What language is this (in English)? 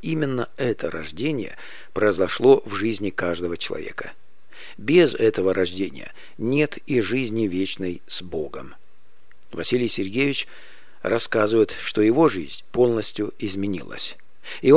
Russian